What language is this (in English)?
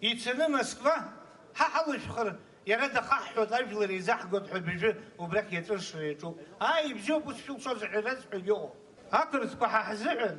Abkhazian